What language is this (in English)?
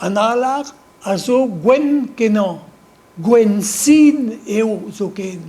Breton